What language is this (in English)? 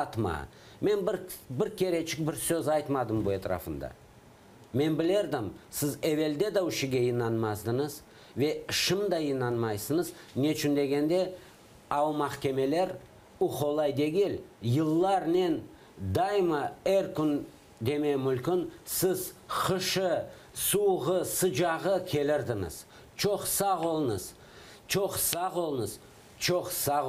Crimean Tatar